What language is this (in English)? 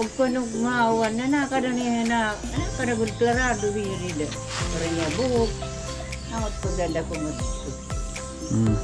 Waray